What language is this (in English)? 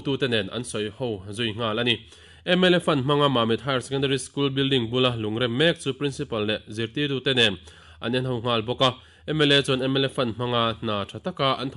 Mizo